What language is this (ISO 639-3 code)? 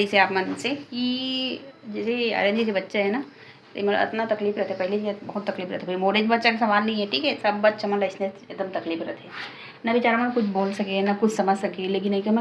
hne